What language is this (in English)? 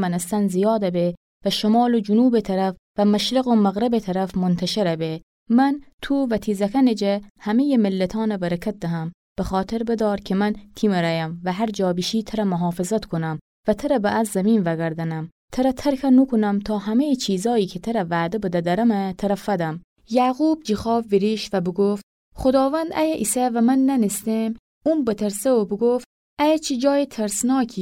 Gilaki